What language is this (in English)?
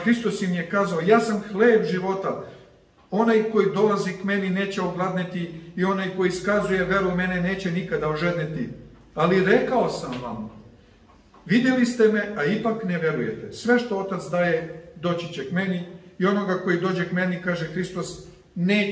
Serbian